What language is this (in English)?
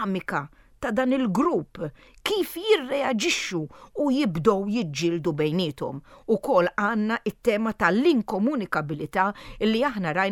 Maltese